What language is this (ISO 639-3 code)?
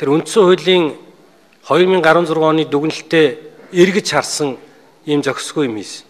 mon